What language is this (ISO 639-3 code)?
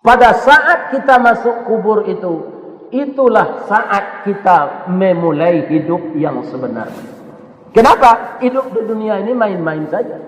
min